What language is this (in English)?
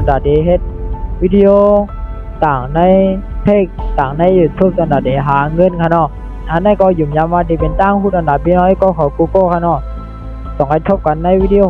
Shan